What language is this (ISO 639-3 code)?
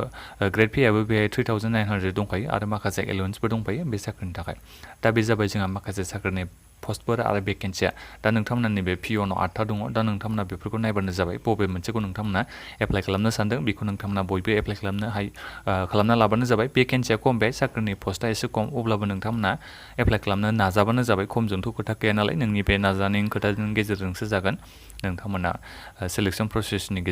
brx